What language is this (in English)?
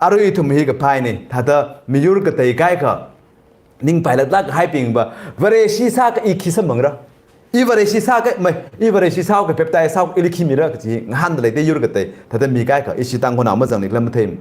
Tangkhul Naga (India)